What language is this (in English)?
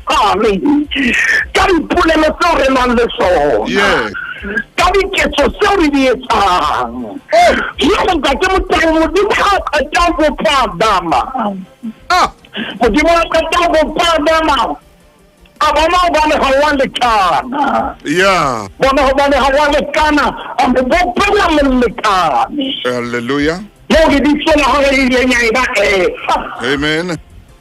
Southern Sotho